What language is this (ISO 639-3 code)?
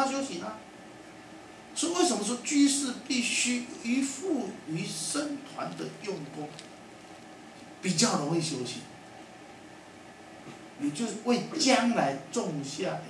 zho